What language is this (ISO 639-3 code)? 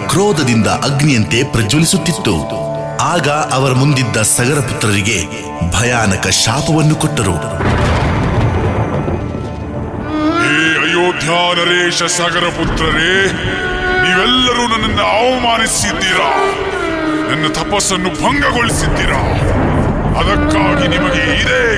kan